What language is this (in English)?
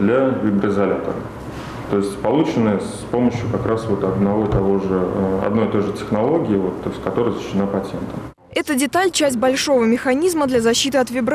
Russian